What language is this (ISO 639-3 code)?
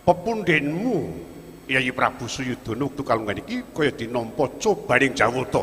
jav